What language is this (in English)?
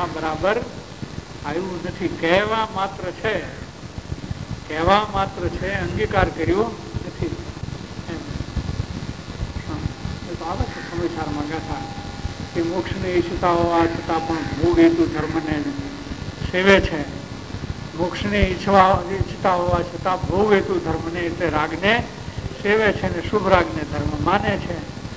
Gujarati